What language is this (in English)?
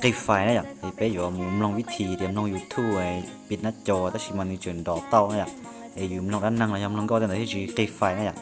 Hmong